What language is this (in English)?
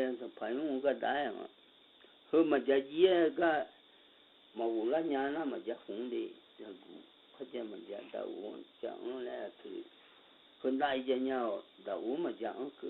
Akha